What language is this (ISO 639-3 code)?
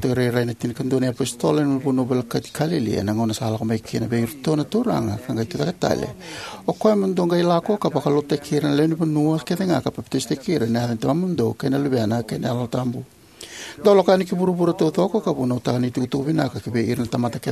fij